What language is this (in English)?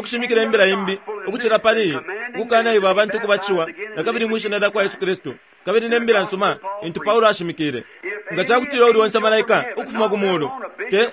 Bemba